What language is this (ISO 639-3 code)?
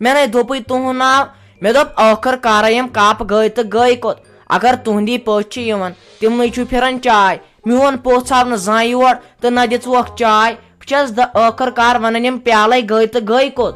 kas